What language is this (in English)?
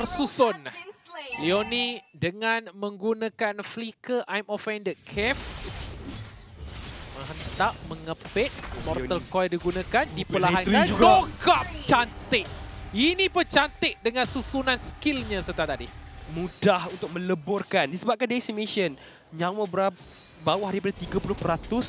Malay